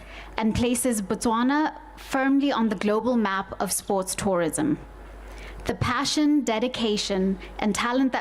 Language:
Tswana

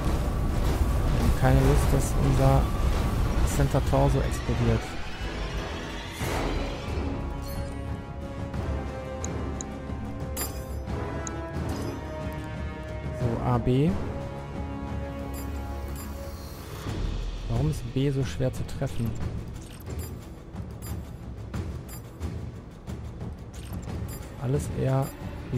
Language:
German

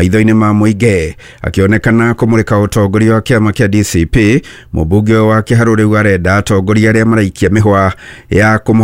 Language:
Kikuyu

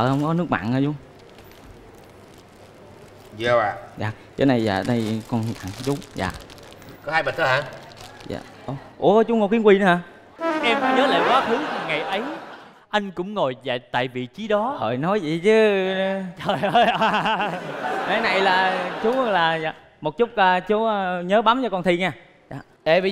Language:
Vietnamese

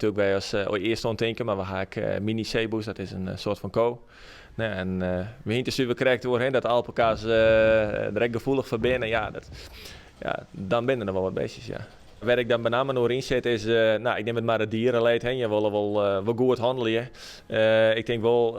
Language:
Western Frisian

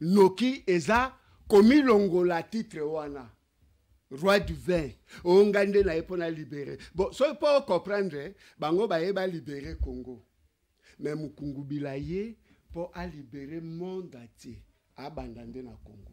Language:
Lingala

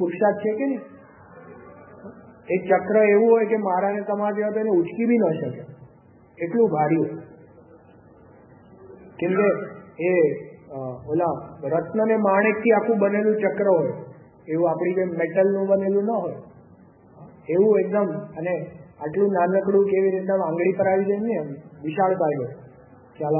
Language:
Gujarati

